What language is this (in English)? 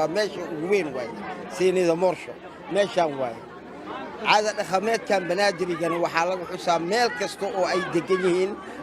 Somali